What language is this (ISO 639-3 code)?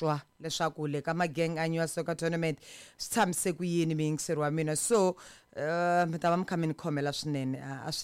tso